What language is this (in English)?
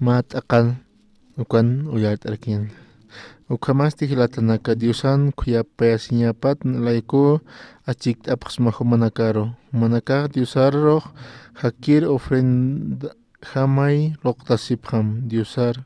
Aymara